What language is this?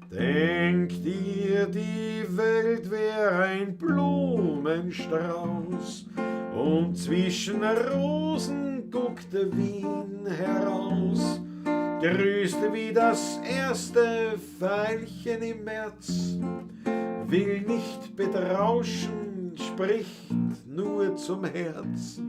Bavarian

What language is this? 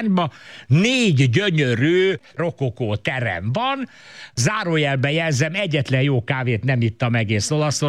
Hungarian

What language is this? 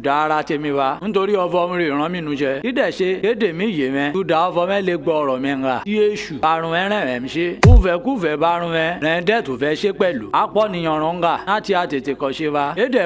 Yoruba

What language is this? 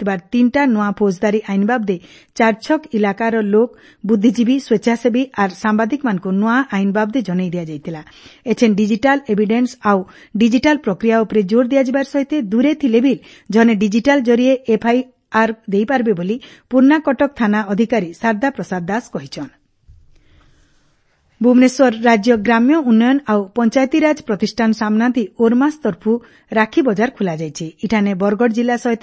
Odia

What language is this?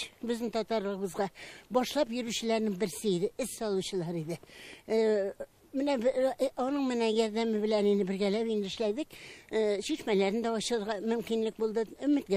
Tatar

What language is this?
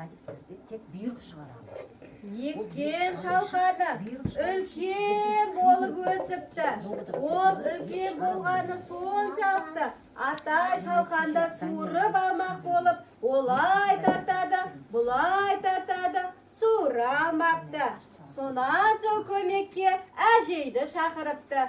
Kazakh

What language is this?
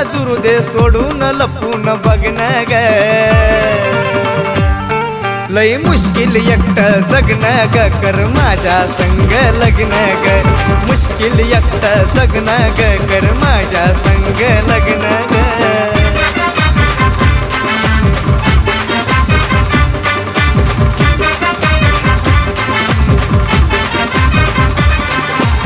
Marathi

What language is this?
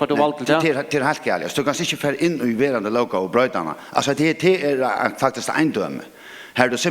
Faroese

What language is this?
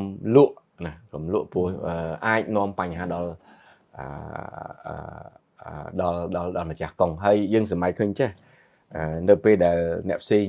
Khmer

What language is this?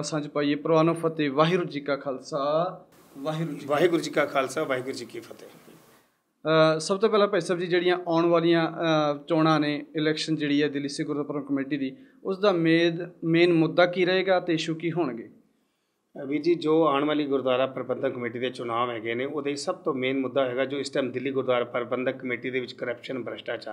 Punjabi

